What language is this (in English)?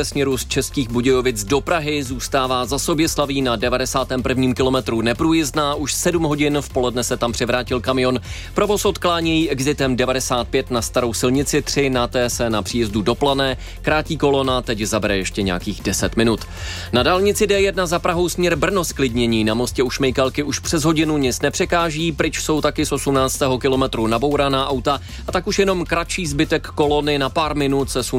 Czech